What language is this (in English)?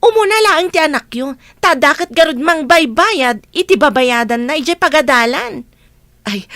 Iloko